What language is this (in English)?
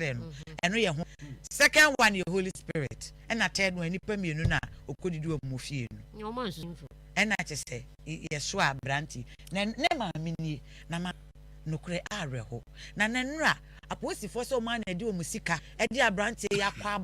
Akan